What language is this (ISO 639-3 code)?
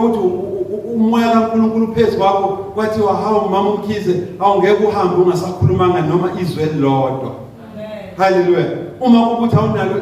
zul